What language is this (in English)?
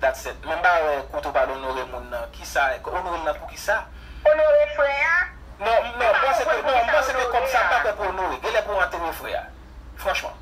Haitian Creole